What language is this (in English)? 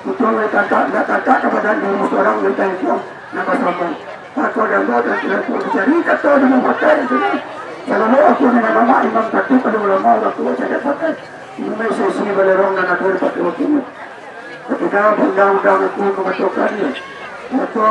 Minangkabau